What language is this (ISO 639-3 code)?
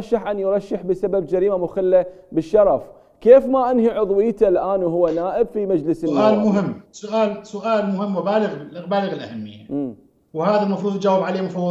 acm